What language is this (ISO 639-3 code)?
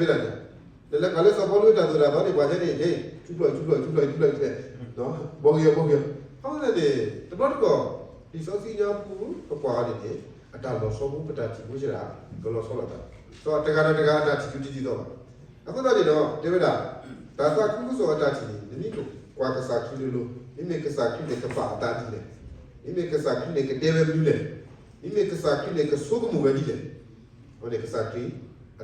ksw